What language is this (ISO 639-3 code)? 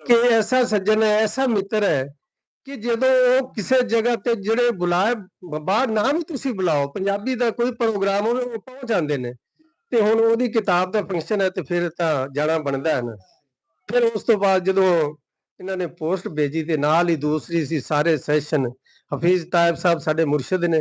lah